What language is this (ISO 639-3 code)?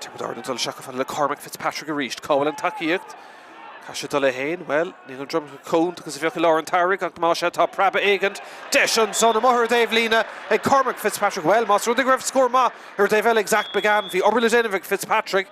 gle